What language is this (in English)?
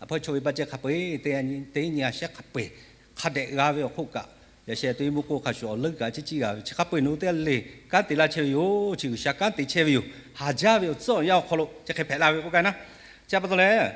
Lahu